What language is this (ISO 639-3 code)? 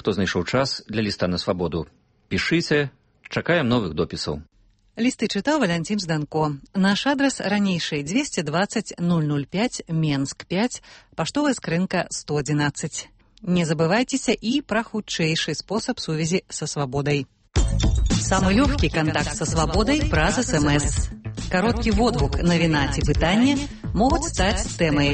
bel